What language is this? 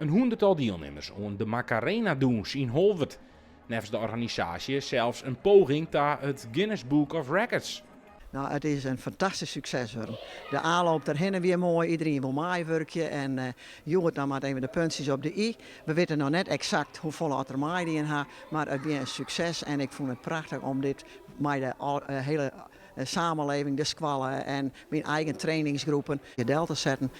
Western Frisian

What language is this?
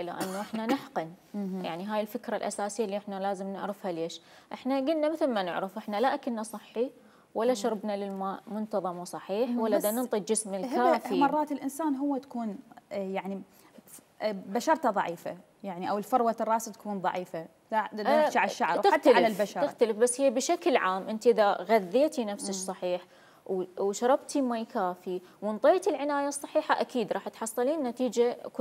Mesopotamian Arabic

